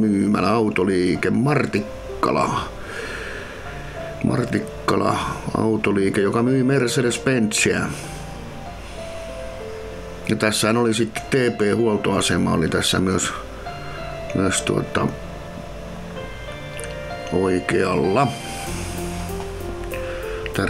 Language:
Finnish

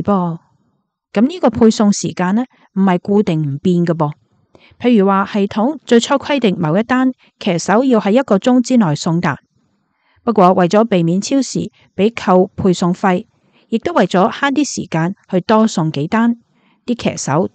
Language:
Cantonese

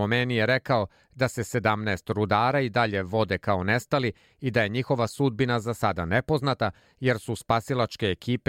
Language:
Serbian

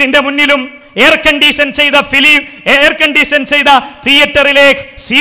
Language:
Malayalam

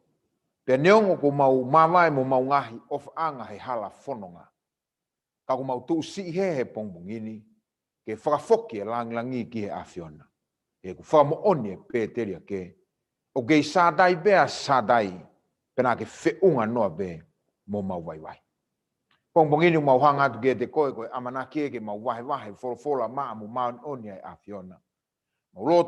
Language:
Tongan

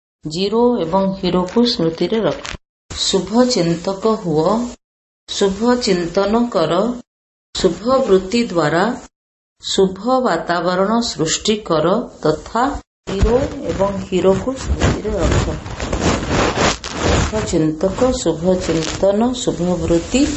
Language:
Odia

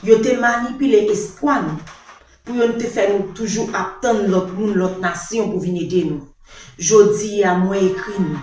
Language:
Haitian Creole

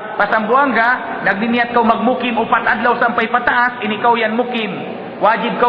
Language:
Tausug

